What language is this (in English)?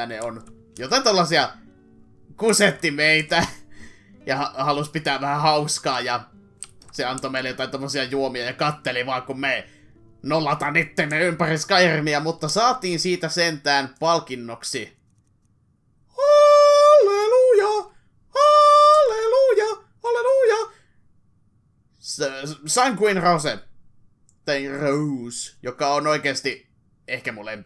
Finnish